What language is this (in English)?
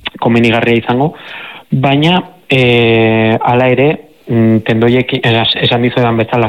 Basque